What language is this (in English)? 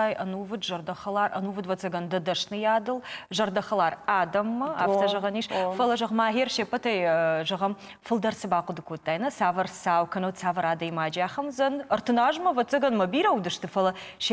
Ossetic